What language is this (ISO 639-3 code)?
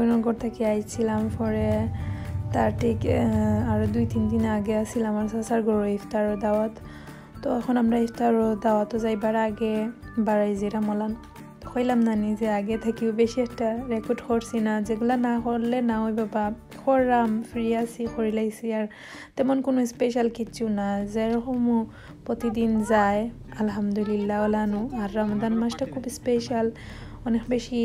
syl